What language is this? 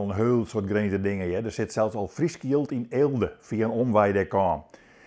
Western Frisian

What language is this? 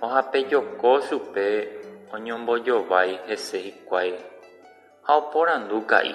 Guarani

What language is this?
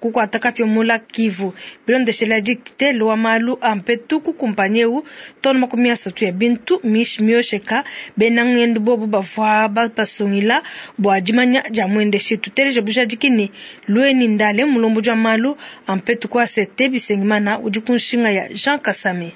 Luba-Lulua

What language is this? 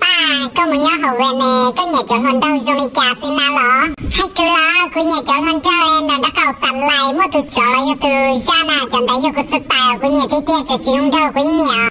Hmong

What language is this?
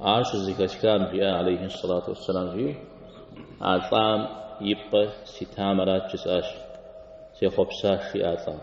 Kabardian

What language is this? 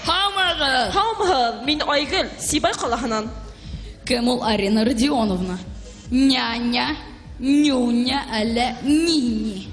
Bashkir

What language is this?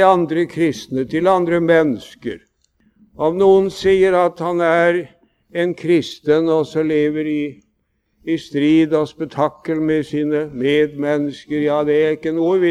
Norwegian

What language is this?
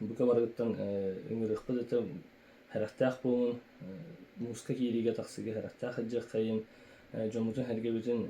Yakut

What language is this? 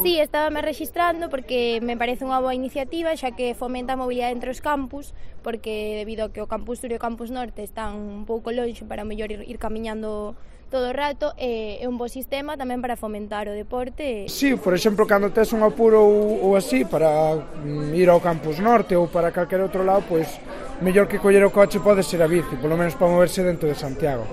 Galician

